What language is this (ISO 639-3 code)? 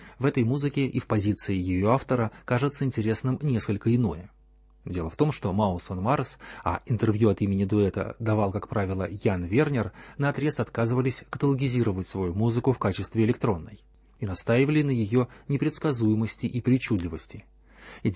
rus